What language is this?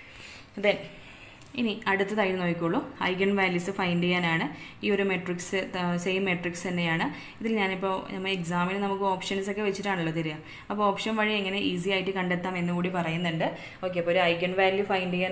Malayalam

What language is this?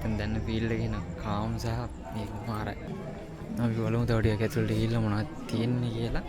Sinhala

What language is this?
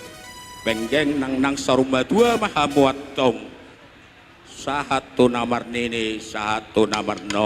Batak Toba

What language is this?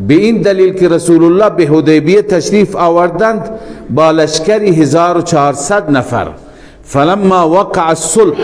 Persian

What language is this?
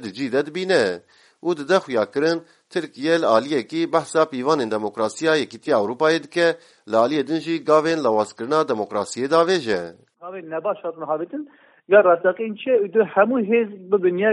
Kurdish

